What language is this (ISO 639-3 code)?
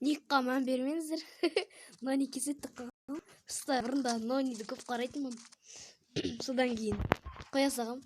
kaz